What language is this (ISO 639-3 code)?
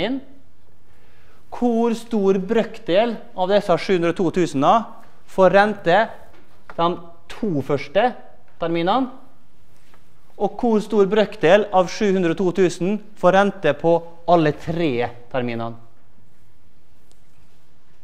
nor